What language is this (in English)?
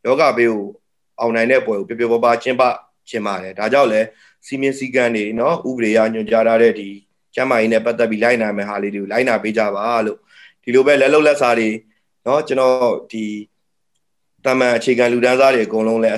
Burmese